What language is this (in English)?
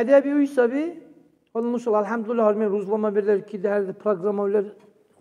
Dargwa